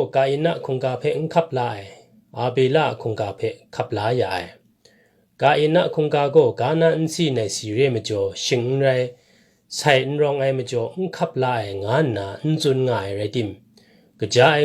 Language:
Kachin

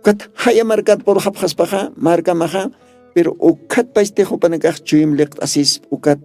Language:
Aymara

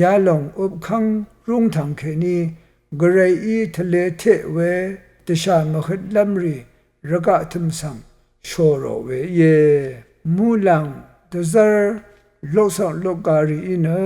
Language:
Rawang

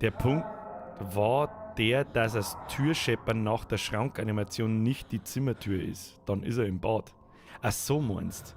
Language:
Bavarian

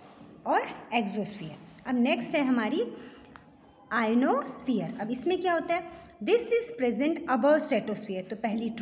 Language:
Hindi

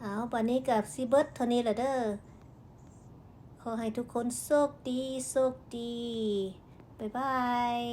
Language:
Lao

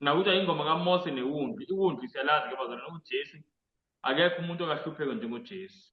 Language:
Zulu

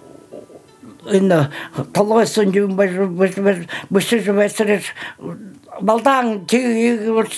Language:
Buriat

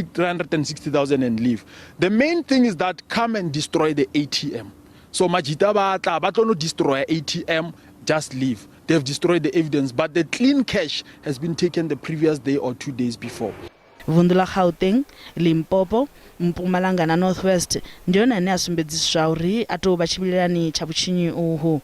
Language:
Venda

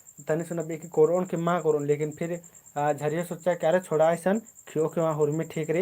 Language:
Kurukh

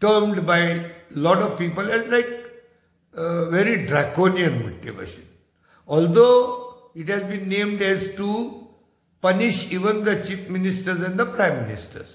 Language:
Konkani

